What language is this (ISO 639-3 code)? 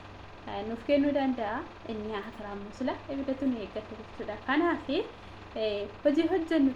orm